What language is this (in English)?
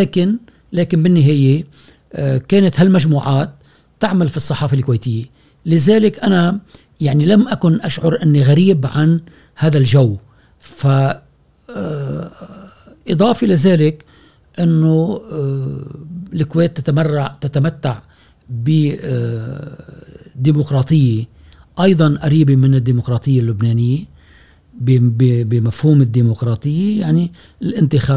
Gulf Arabic